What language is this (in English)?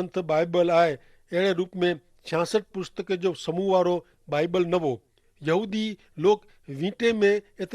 Kachhi